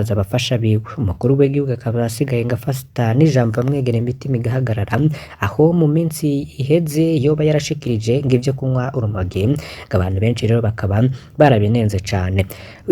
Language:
Rundi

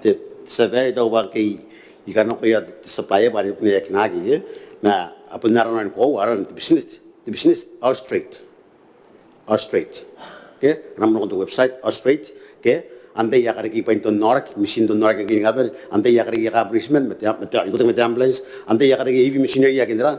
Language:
Gilbertese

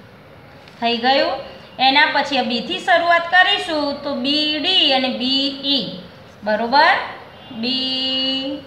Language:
Gujarati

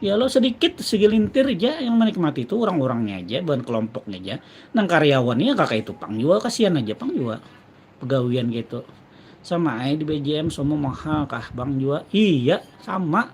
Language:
Banjar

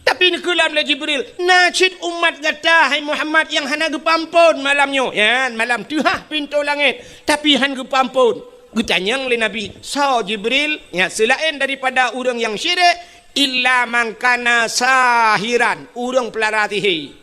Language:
Achinese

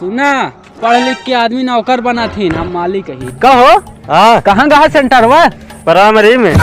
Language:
Awadhi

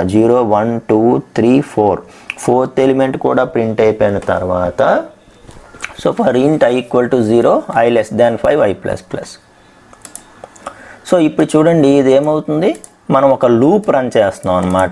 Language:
Telugu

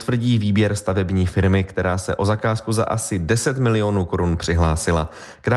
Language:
Czech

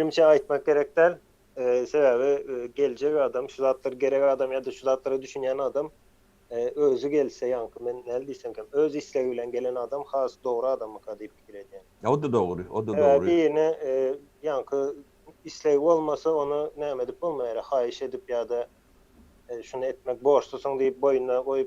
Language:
Turkmen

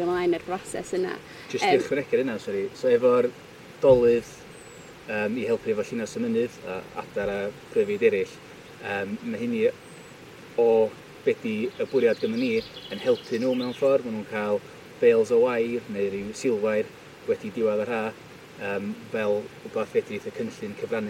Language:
Welsh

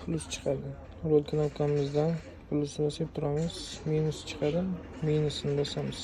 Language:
Uzbek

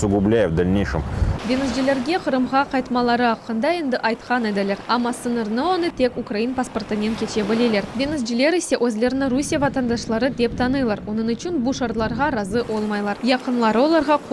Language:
Crimean Tatar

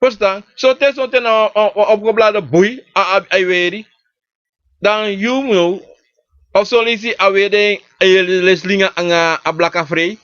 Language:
Sranan Tongo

